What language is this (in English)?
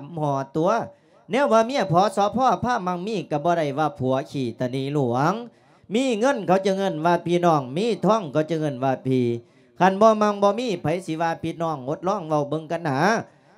Lao